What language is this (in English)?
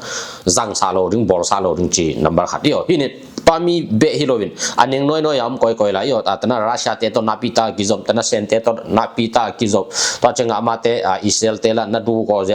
Tedim Chin